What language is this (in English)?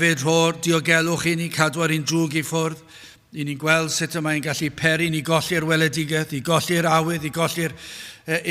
Welsh